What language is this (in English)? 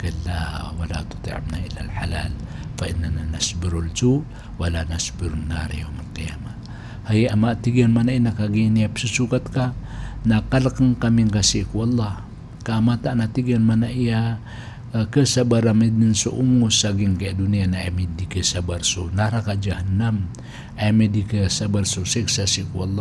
Maranao